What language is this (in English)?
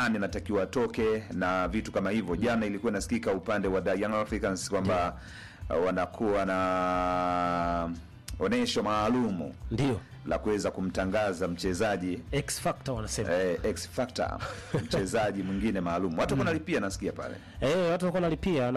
Swahili